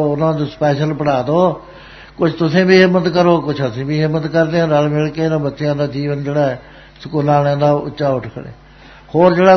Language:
Punjabi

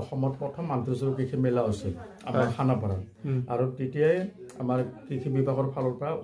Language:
Assamese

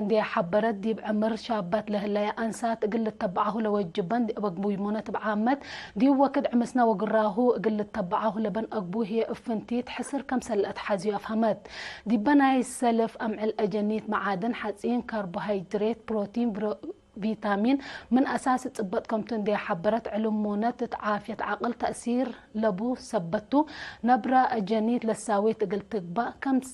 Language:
Tigre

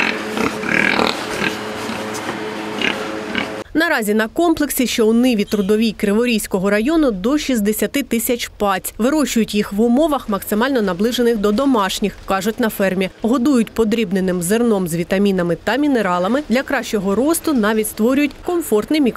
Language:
Ukrainian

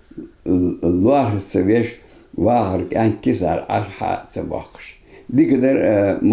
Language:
Ingush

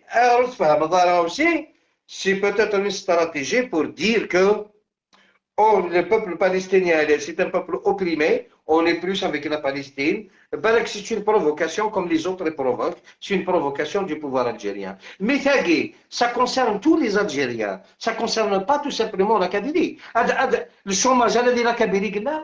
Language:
Algerian Arabic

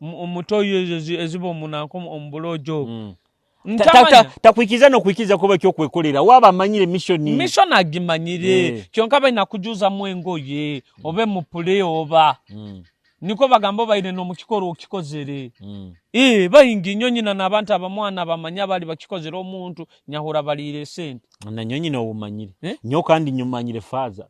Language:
Nyoro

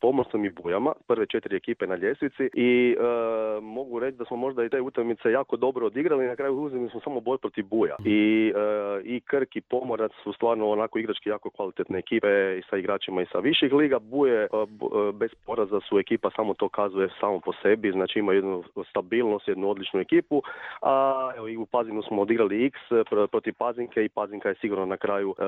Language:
Croatian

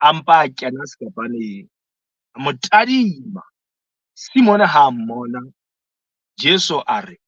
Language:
Southern Sotho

